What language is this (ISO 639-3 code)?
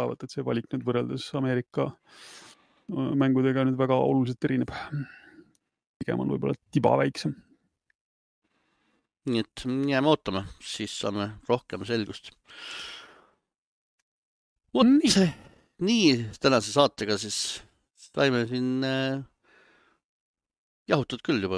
est